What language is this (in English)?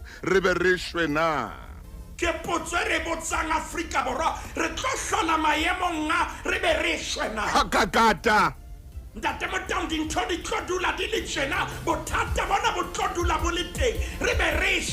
Southern Sotho